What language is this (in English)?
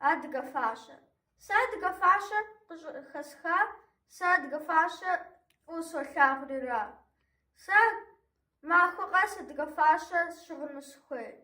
Kabardian